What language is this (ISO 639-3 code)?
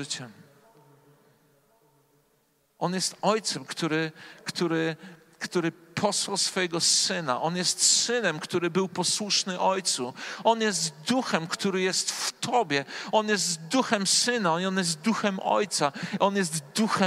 pol